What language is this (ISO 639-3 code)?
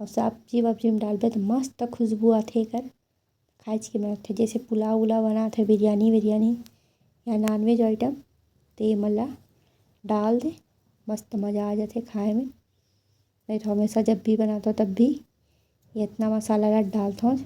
hne